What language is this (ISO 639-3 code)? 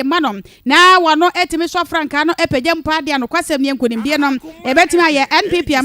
aka